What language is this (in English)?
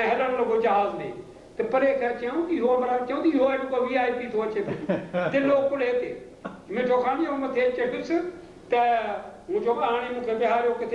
Sindhi